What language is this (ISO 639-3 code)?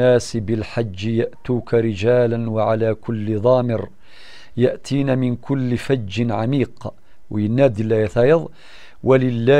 kab